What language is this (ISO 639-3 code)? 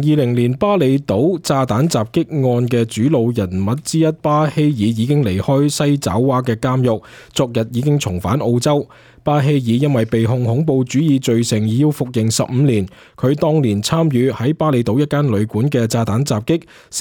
yue